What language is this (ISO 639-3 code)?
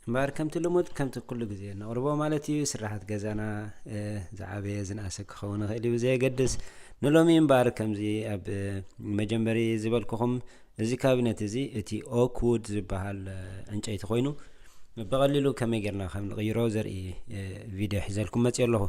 tir